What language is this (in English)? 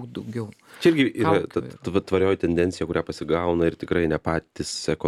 Lithuanian